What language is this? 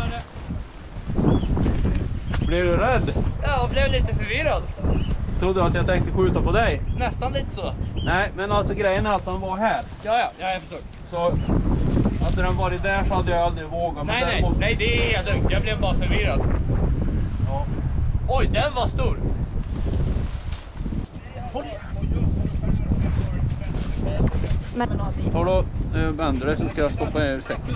Swedish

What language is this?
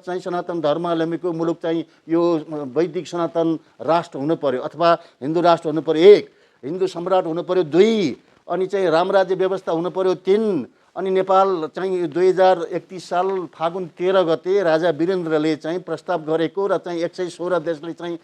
Nepali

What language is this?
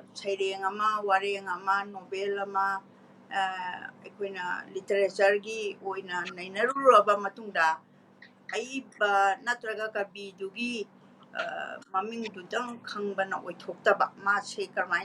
Manipuri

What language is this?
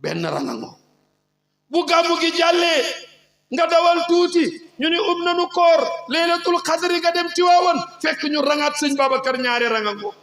Wolof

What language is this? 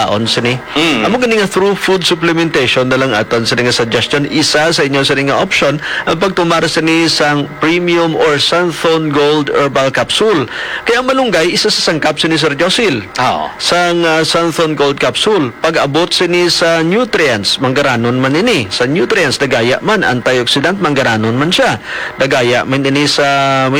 Hiligaynon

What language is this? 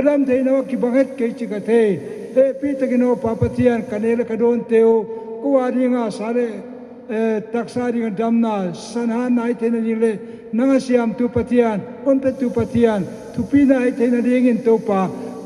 Paite Chin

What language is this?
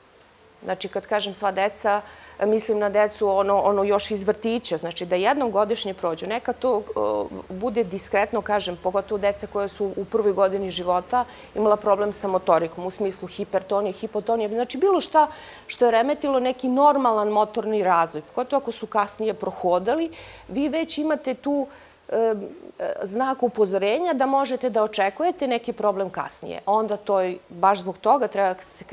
Serbian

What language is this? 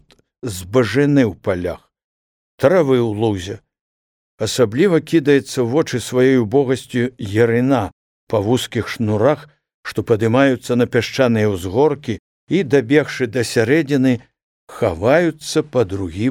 Belarusian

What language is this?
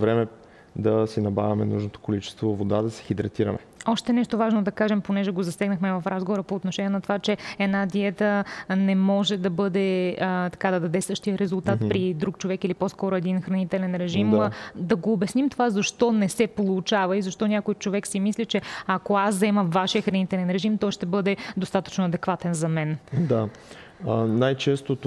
Bulgarian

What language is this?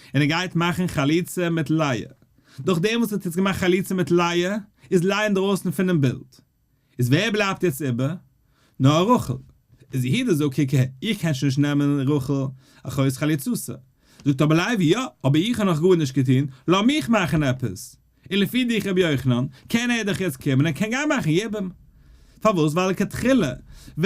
Yiddish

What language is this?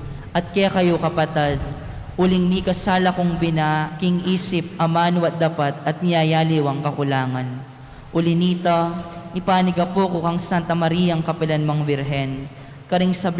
Pampanga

